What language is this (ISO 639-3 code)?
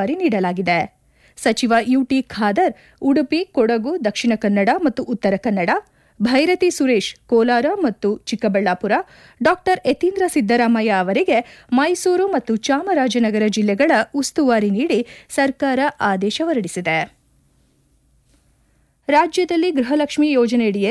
kan